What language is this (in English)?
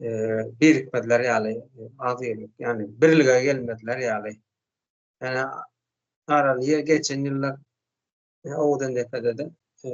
Turkmen